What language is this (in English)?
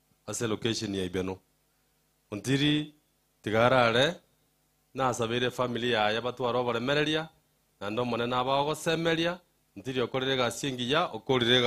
Gusii